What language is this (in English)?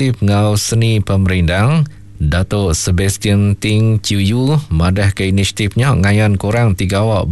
Iban